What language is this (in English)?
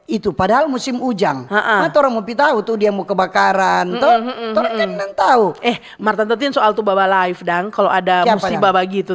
Manado Malay